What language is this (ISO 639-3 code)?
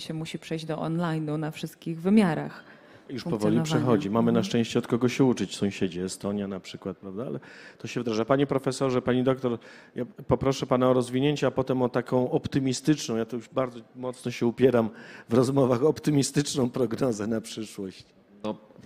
pol